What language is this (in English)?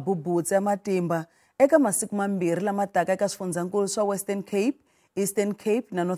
Tsonga